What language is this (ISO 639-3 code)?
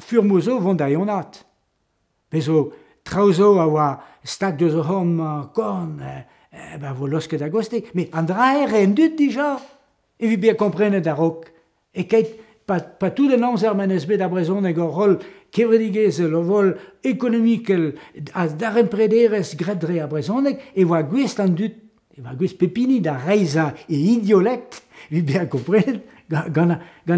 bre